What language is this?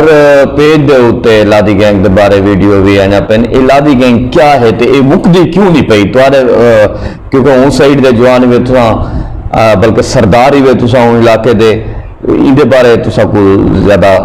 Saraiki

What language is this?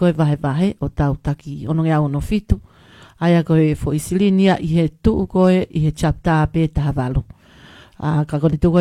Tongan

